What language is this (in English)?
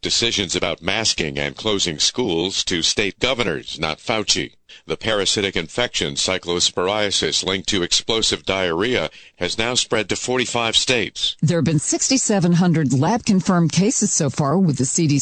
English